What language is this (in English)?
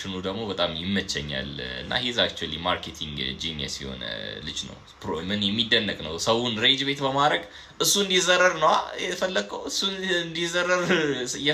Amharic